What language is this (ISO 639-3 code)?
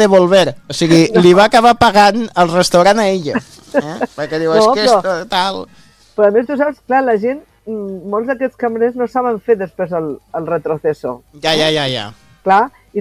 cat